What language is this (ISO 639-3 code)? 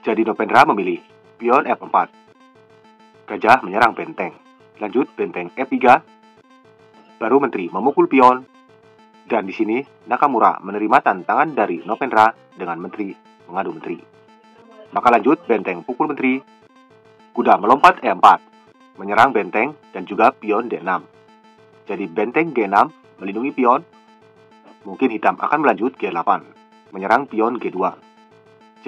ind